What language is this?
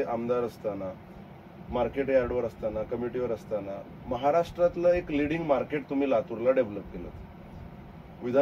Marathi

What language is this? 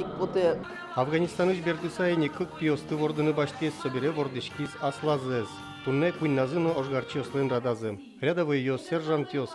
Udmurt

